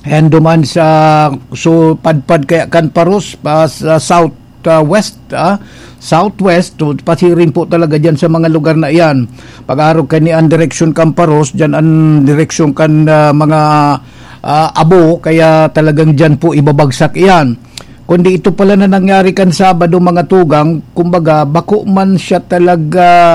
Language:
Bikol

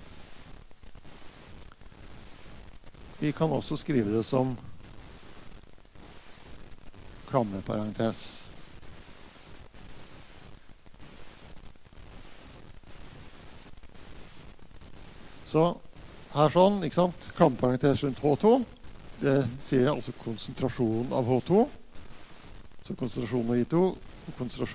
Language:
Norwegian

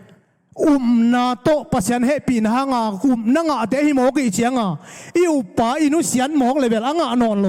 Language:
Tedim Chin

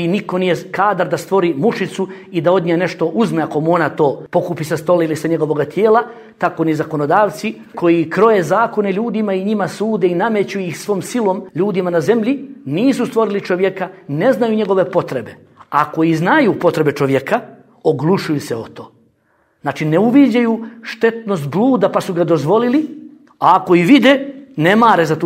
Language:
Bosnian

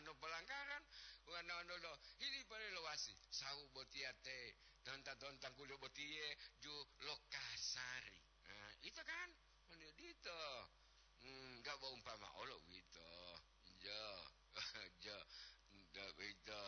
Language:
Gorontalo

